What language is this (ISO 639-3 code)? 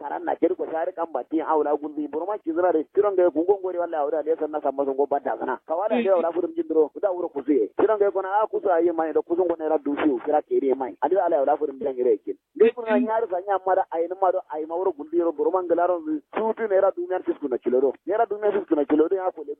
kau